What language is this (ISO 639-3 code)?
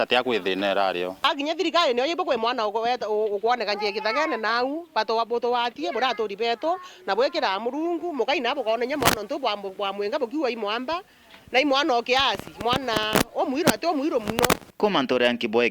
mer